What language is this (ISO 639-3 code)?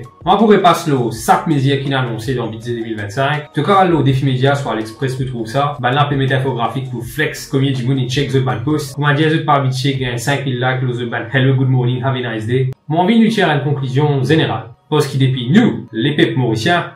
mfe